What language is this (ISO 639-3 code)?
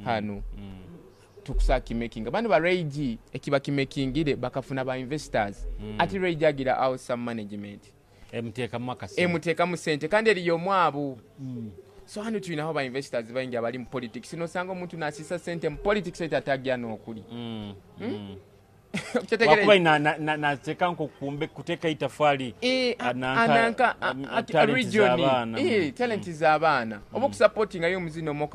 nyo